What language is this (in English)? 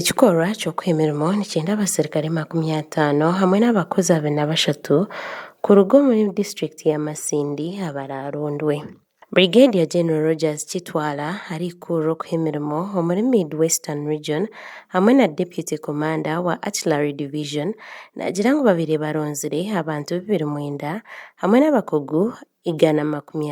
Nyankole